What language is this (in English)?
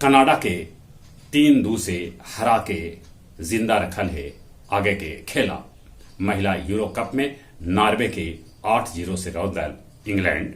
Magahi